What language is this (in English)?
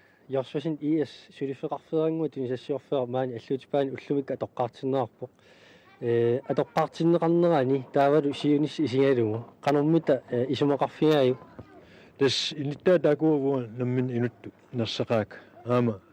Kalaallisut